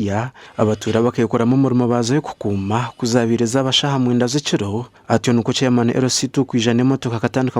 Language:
Nyankole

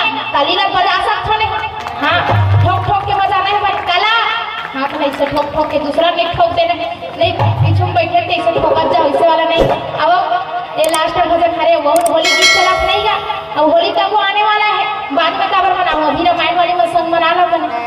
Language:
Chhattisgarhi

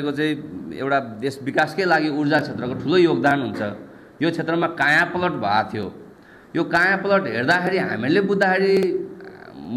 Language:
Nepali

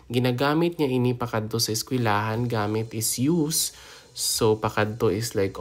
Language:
Hiligaynon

